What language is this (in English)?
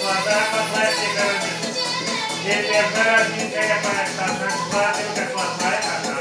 Crimean Tatar